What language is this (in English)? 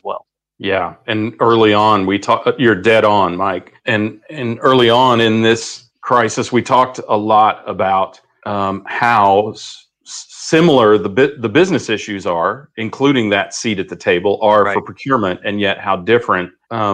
English